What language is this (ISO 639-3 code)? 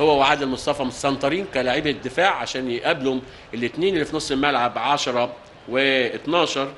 arz